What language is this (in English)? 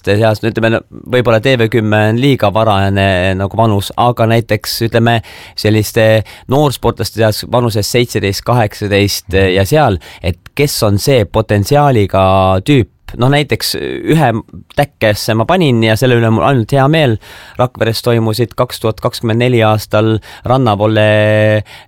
Estonian